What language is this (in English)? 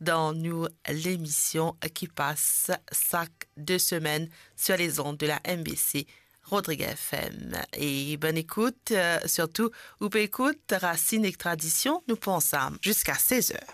Morisyen